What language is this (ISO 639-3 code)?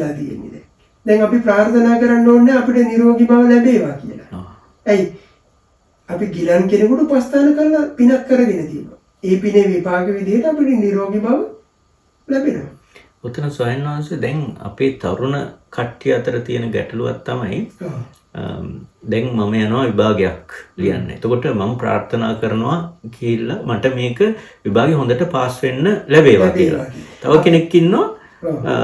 sin